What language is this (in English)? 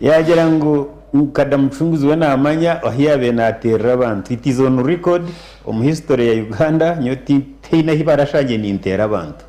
Nyankole